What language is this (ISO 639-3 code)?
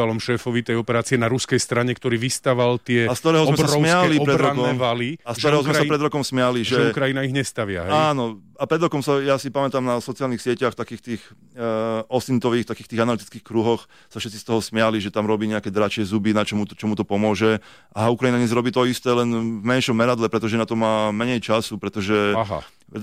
slk